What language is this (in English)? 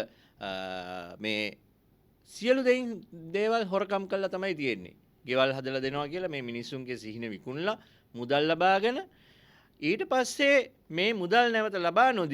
Sinhala